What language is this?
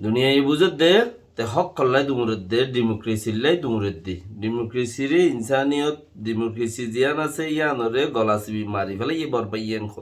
Rohingya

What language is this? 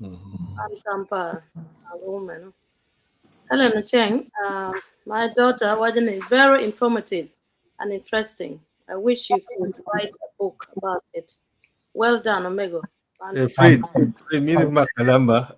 Acoli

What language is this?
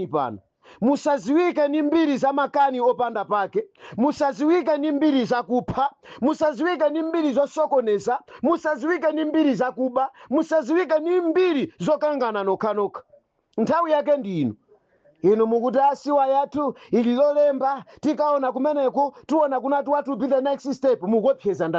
Nyanja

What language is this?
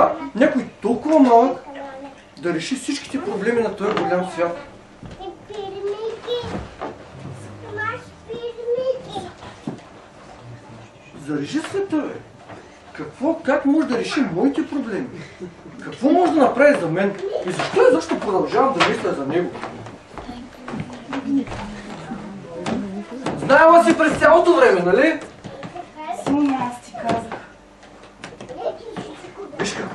Bulgarian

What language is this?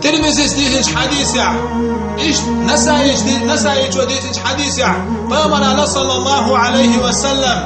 Chechen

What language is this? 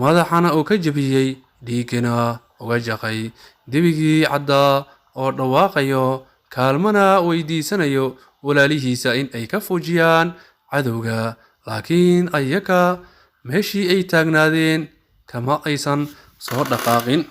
Somali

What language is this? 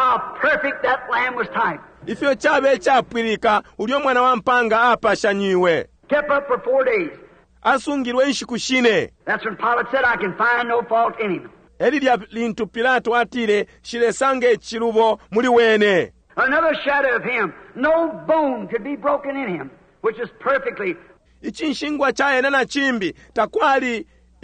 Bemba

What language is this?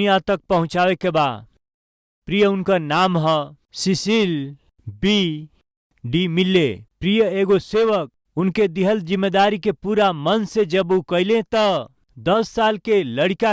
Bhojpuri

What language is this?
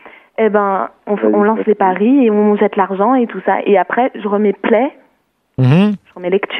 French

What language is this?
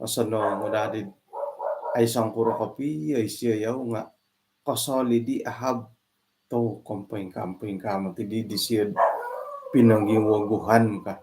Central Dusun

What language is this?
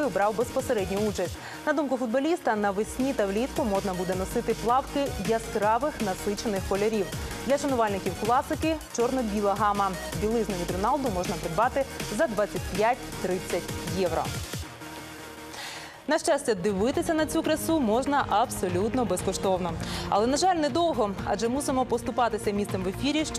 Ukrainian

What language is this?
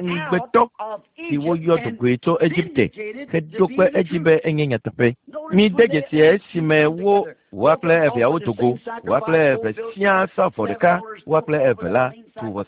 Ewe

